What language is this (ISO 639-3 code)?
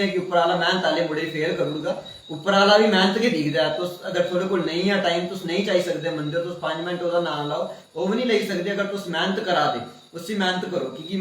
doi